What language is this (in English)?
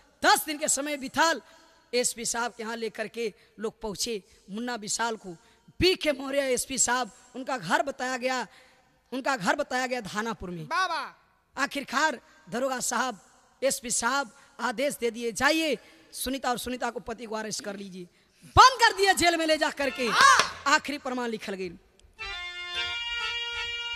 Bhojpuri